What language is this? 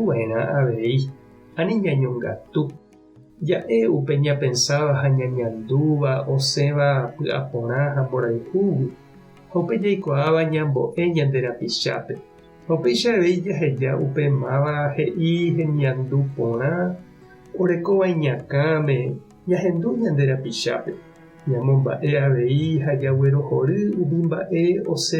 Guarani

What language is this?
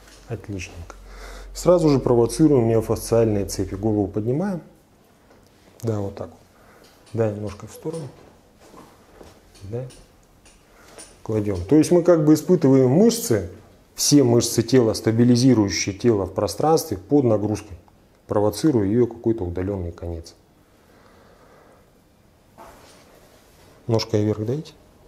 Russian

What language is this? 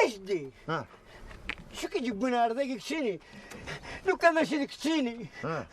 Kabyle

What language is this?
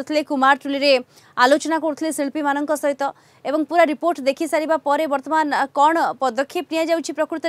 Odia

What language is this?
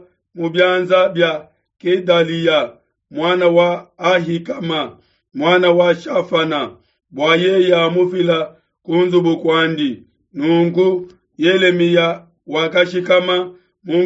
Luba-Lulua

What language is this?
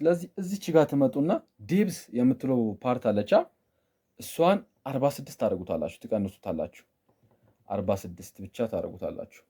Amharic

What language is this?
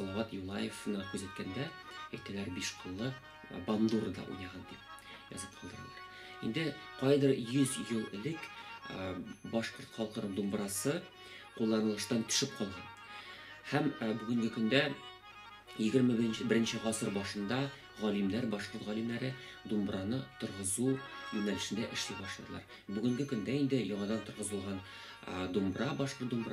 Tatar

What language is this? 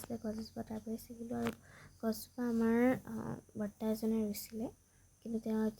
Assamese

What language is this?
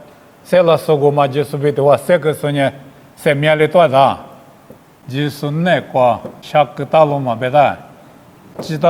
Lisu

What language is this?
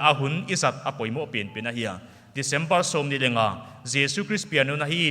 Paite Chin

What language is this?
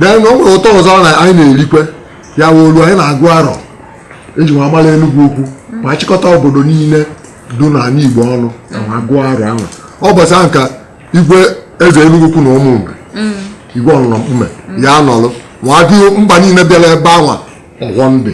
Igbo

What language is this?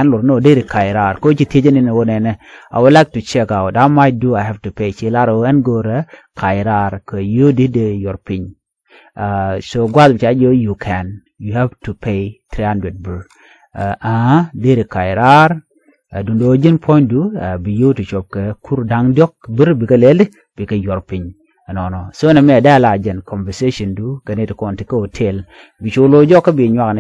Nuer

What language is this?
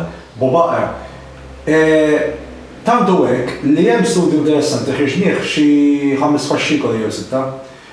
Maltese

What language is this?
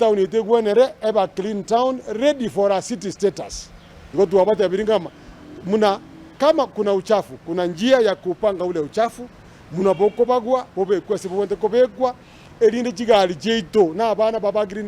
Gusii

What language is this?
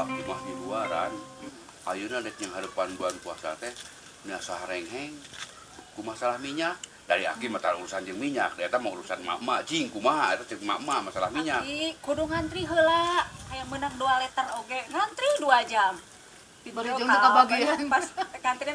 Sundanese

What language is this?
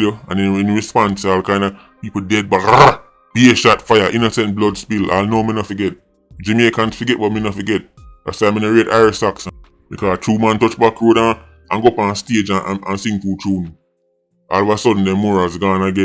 Jamaican Creole English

